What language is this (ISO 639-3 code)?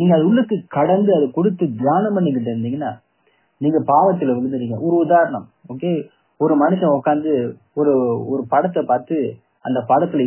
tam